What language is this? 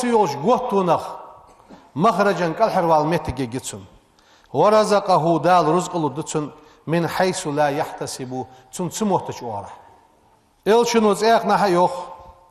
Ingush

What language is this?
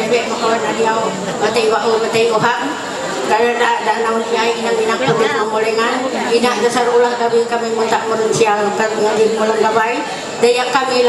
Ma'anyan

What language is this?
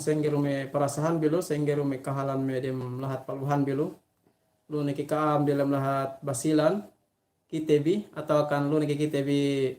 Yakan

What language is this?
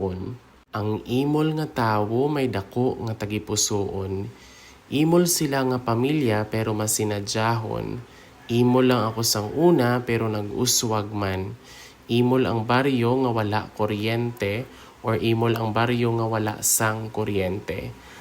Hiligaynon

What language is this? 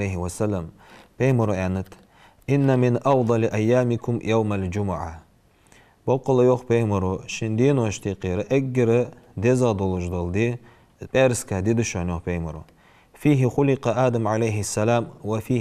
Ingush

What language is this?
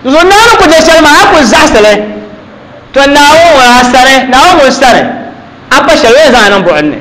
Dagbani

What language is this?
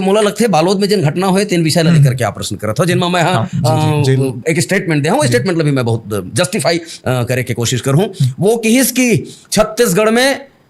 Chhattisgarhi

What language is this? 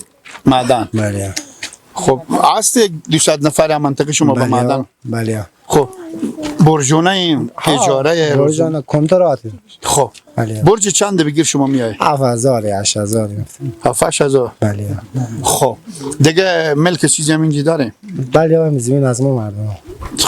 Persian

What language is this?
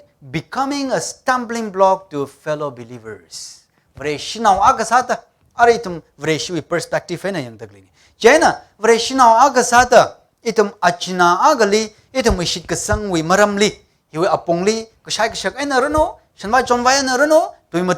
Tangkhul Naga (India)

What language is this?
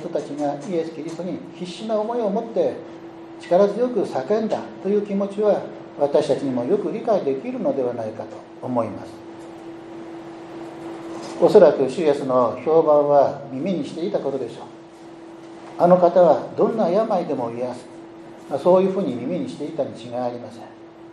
Japanese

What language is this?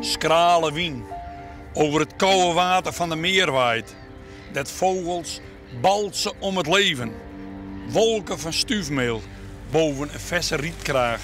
Western Frisian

